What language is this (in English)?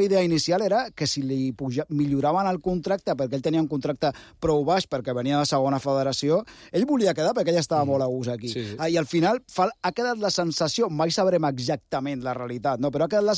Catalan